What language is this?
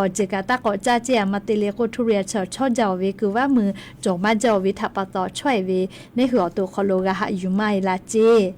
Lahu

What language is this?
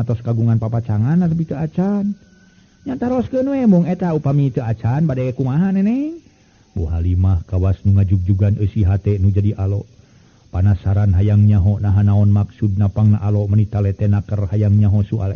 Sundanese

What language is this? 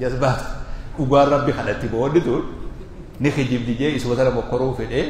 Oromo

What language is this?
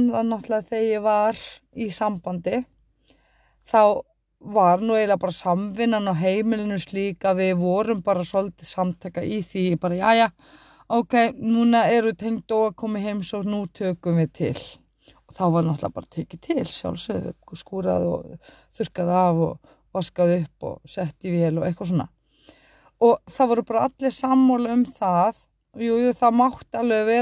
Icelandic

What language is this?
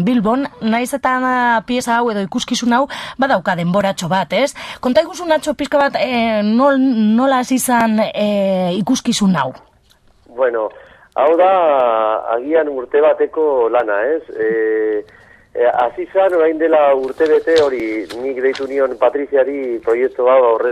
Basque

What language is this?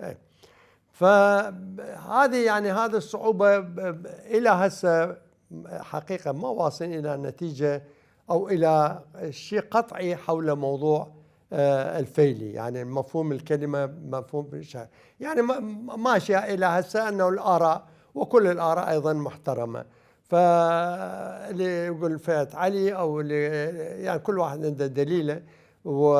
Mesopotamian Arabic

